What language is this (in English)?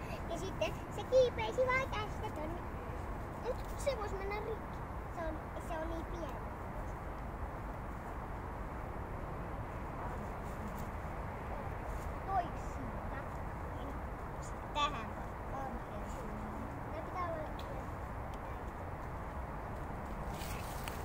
Finnish